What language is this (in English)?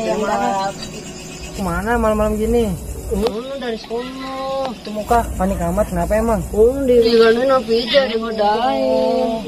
Betawi